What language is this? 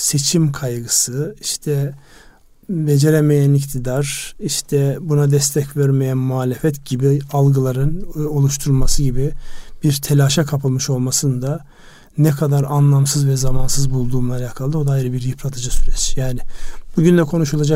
Turkish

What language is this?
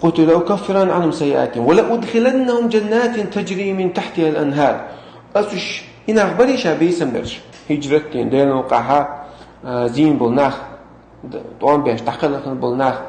Chechen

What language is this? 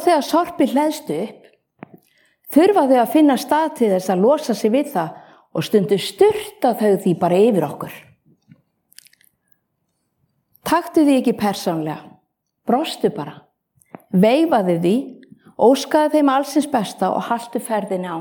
Icelandic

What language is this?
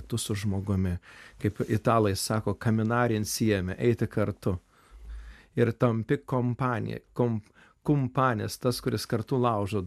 Lithuanian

